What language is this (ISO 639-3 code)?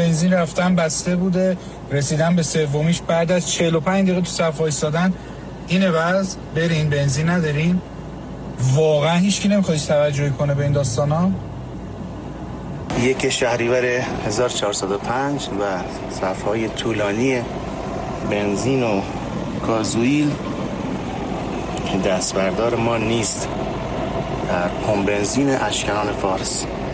fas